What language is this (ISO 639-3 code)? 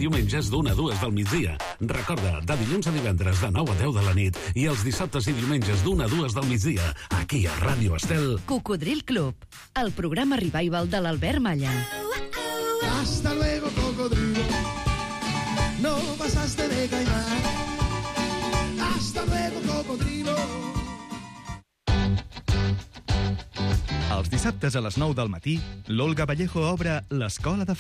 cat